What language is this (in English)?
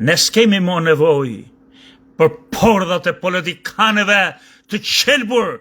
Albanian